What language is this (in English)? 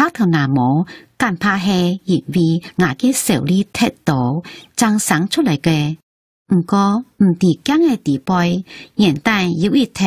Hakka Chinese